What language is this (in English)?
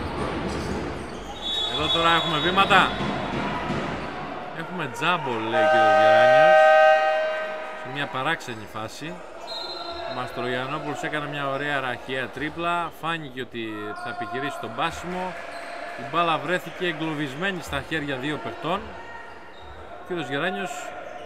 Greek